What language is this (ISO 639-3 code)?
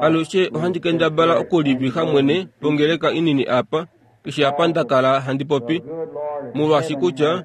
kua